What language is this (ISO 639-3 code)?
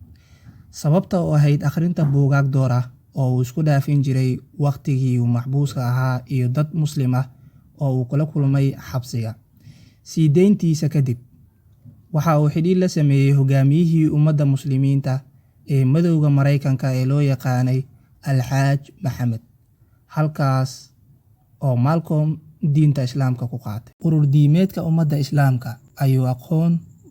som